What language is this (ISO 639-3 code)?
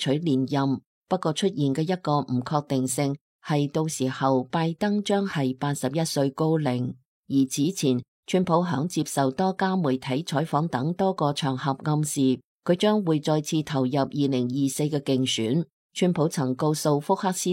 yue